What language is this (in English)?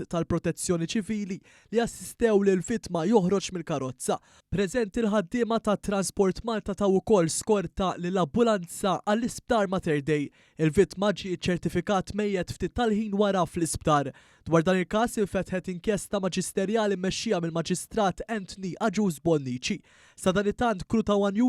Maltese